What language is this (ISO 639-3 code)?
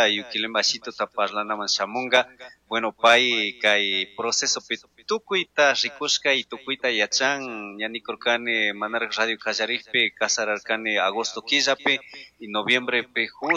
qug